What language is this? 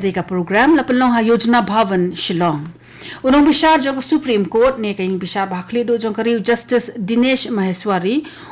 Khasi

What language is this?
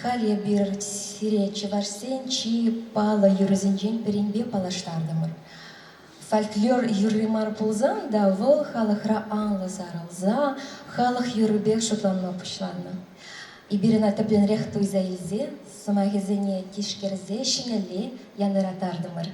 Chuvash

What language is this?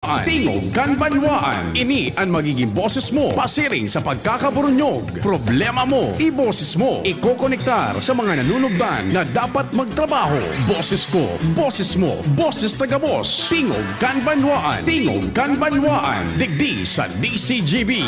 Bikol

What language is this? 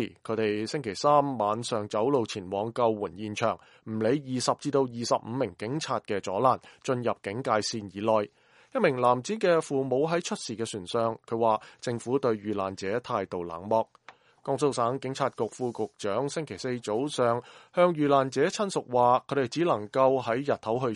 Cantonese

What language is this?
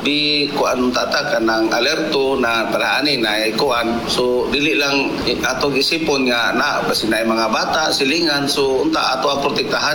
Cebuano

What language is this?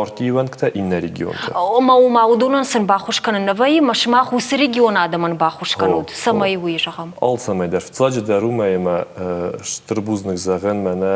Ossetic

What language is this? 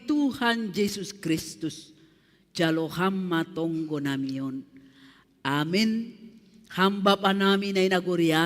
Batak Simalungun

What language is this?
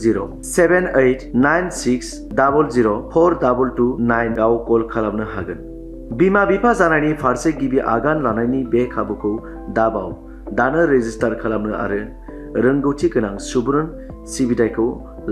Bodo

